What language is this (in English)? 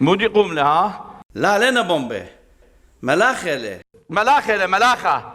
Assyrian Neo-Aramaic